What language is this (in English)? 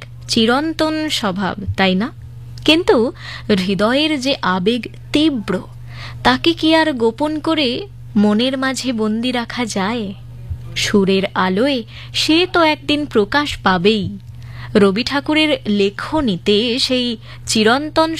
Bangla